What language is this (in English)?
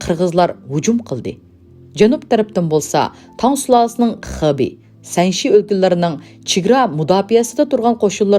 Uyghur